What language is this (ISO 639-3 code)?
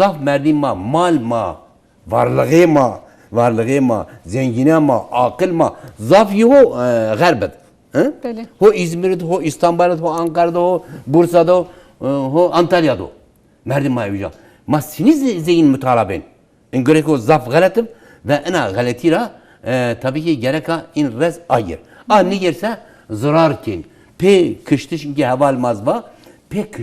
zza